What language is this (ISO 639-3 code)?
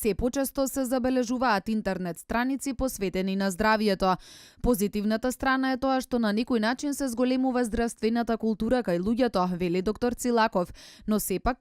mkd